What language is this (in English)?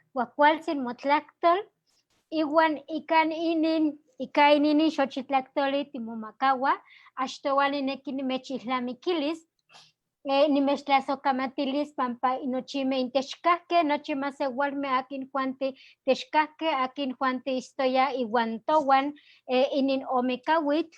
Eastern Huasteca Nahuatl